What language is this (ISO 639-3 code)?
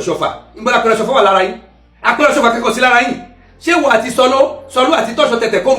yor